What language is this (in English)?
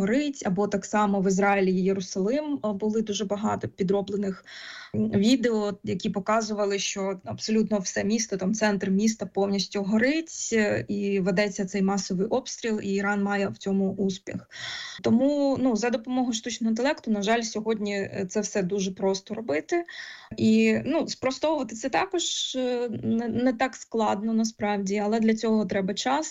Ukrainian